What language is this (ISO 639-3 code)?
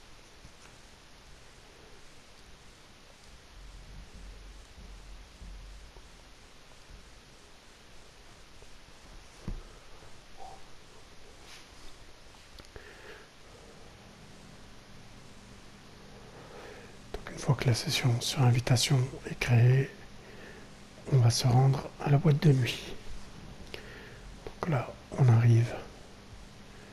fra